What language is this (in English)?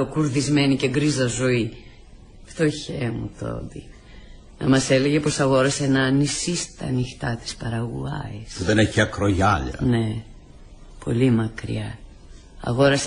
Greek